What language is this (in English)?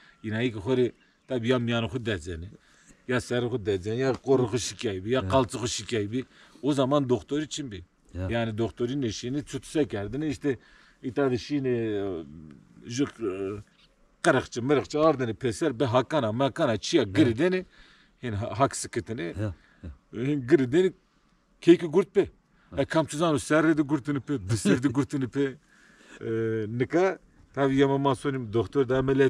Zaza